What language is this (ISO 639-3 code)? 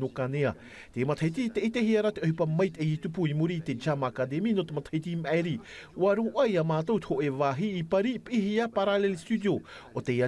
tah